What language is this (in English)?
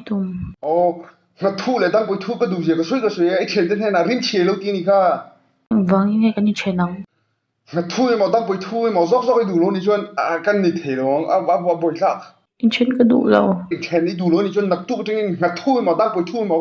Mizo